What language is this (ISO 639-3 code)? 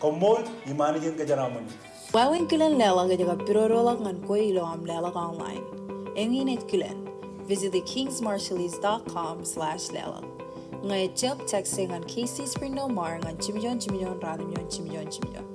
mah